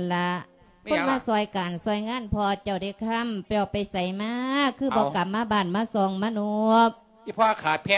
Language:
Lao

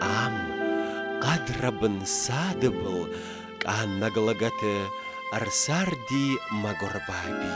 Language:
Ossetic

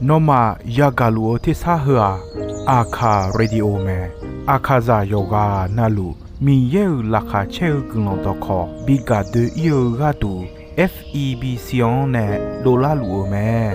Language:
Akha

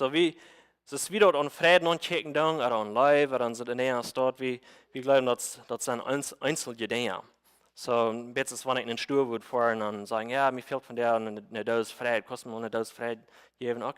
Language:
Plautdietsch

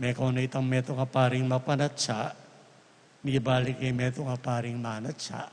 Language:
Pampanga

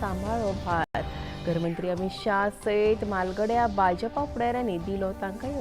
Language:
Konkani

